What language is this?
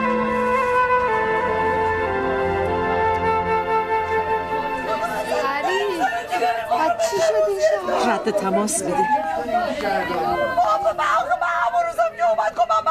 Persian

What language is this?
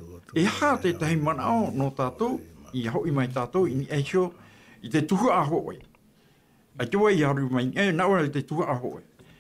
Tahitian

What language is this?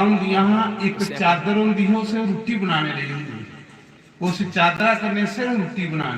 Dogri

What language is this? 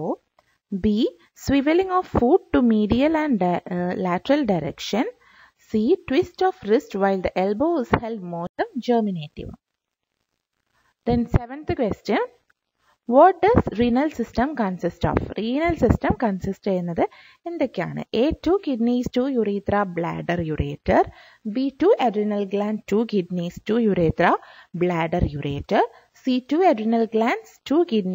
Malayalam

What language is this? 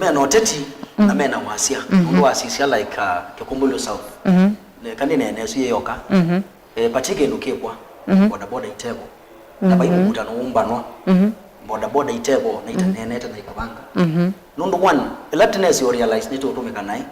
Kamba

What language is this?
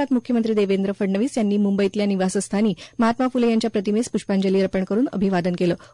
Marathi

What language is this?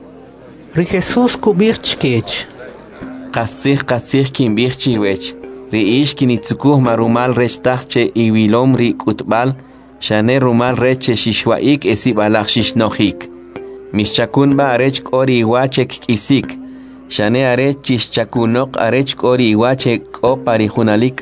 Kʼicheʼ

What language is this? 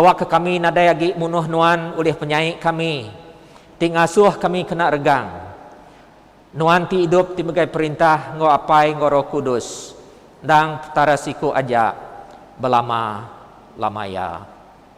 Iban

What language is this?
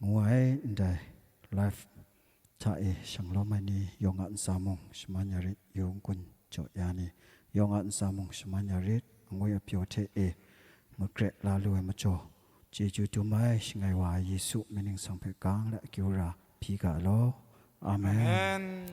Kachin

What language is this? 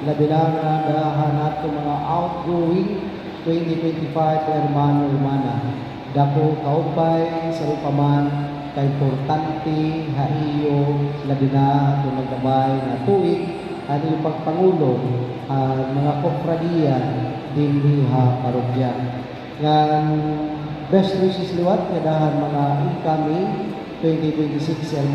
Waray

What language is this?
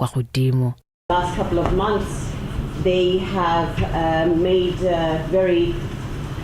Tswana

